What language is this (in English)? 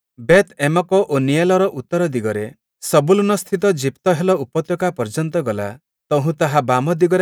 Odia